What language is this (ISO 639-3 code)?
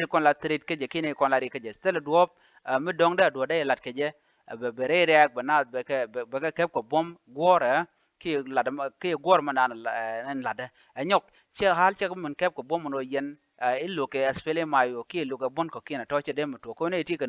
nus